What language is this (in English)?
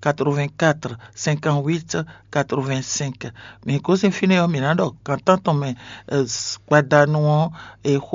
Fon